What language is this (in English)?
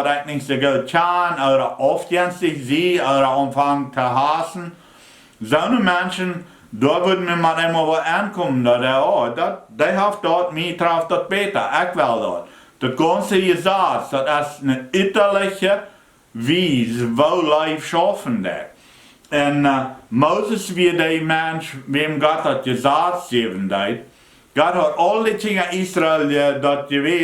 Plautdietsch